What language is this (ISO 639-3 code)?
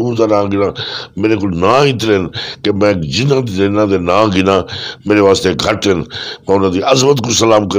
lah